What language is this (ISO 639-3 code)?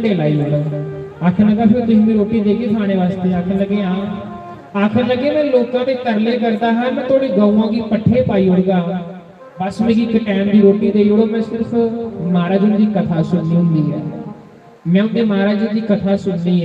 doi